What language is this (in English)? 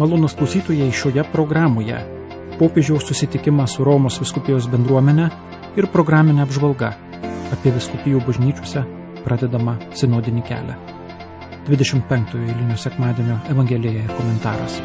Lithuanian